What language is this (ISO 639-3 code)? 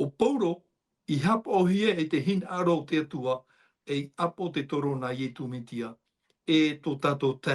tah